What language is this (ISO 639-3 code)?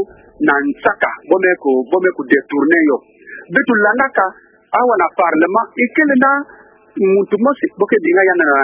ktu